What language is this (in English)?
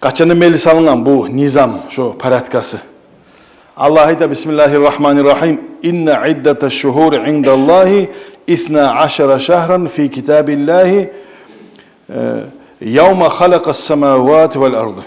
Kumyk